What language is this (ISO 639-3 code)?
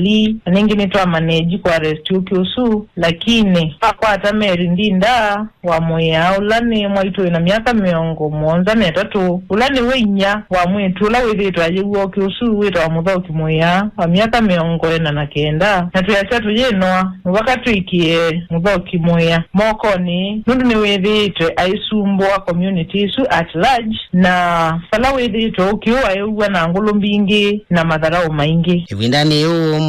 kam